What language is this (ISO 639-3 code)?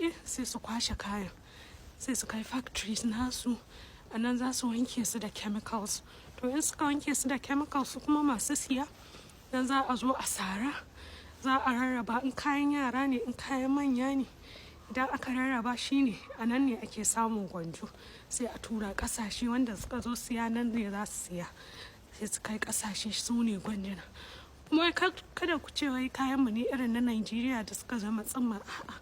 hau